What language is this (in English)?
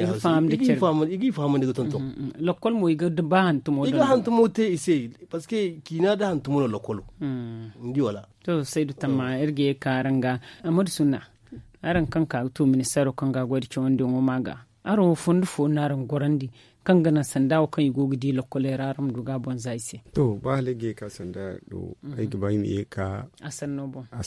Zarma